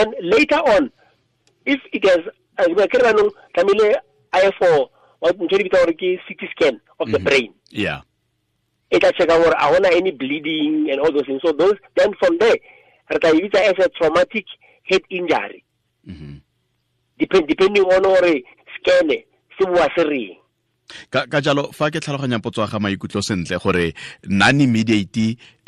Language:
Tswana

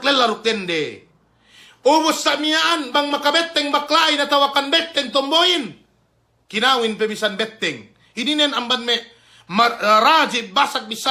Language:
Yakan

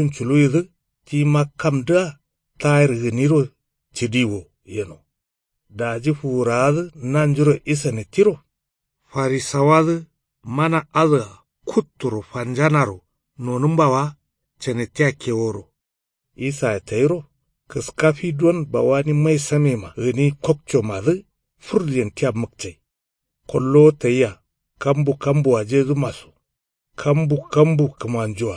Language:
Kanuri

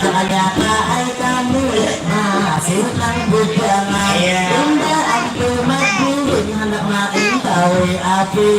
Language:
Banjar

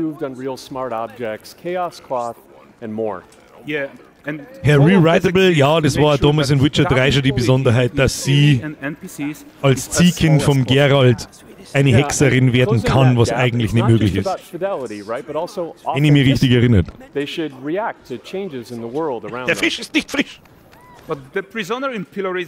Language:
Bavarian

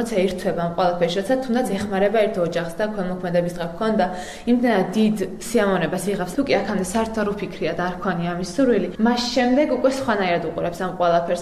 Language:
Georgian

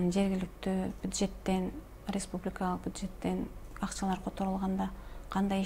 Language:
Kyrgyz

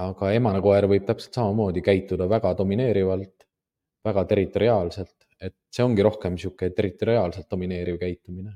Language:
Estonian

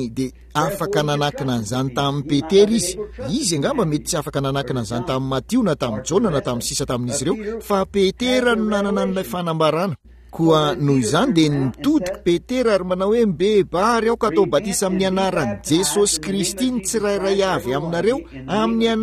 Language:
Malagasy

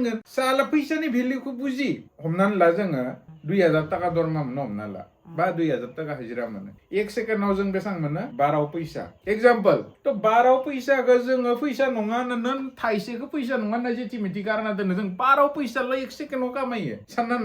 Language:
Bodo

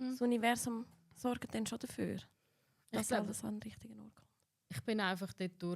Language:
Swiss German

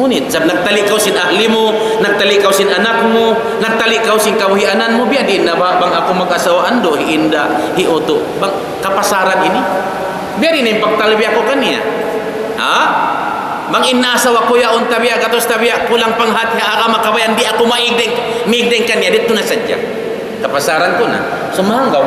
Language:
Tausug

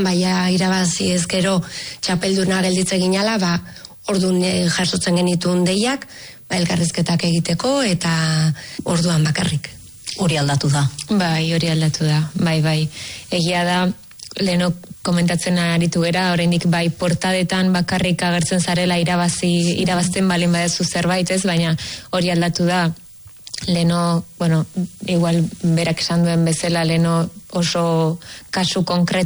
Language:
Basque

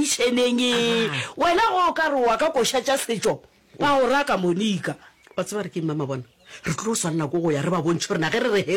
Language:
Northern Sotho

